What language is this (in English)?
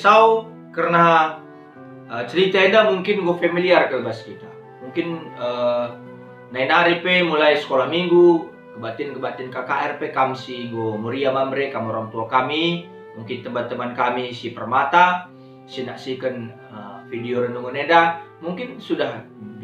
Batak Karo